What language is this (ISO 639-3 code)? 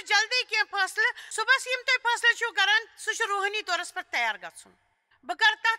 kas